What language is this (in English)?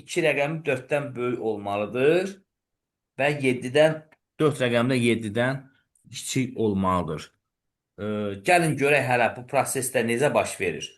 Azerbaijani